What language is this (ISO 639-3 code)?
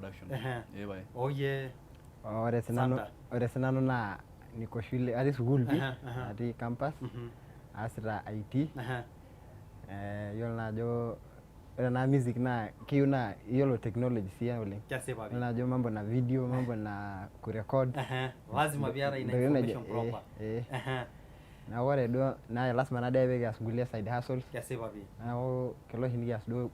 mas